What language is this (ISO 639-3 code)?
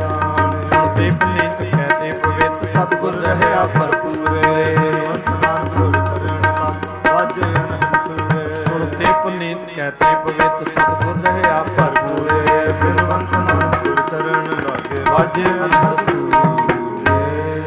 pan